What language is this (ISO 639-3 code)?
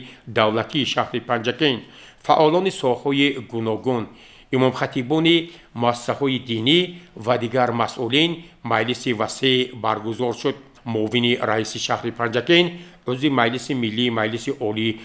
tgk